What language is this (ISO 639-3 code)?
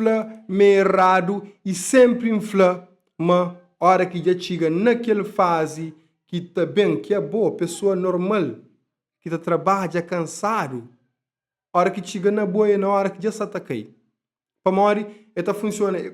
kea